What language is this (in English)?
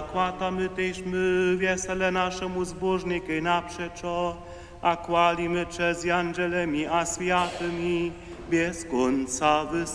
Upper Sorbian